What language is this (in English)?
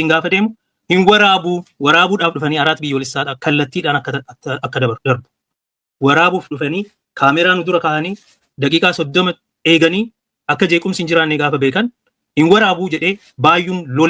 Oromo